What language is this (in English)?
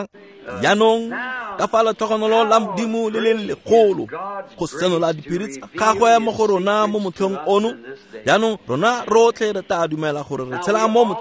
Tswana